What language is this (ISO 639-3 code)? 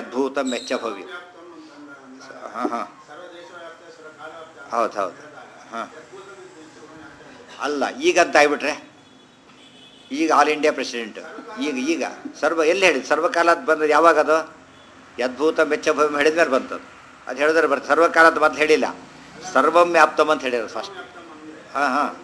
kan